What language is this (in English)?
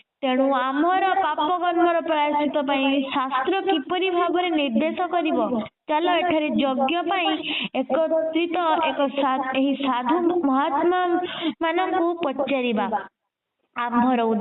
Odia